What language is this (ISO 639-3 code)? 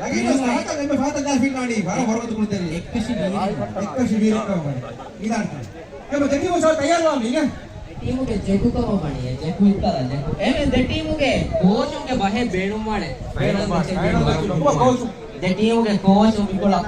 div